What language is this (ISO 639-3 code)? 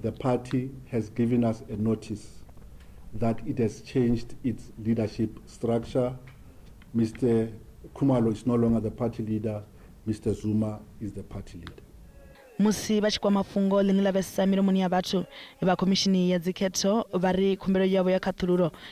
ven